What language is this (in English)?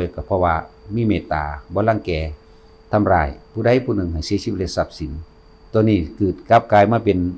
Northeastern Thai